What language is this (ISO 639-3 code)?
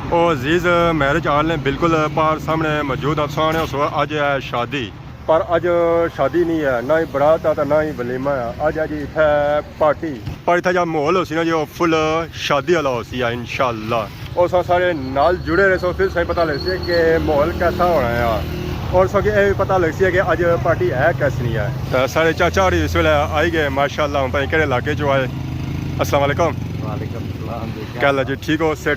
phr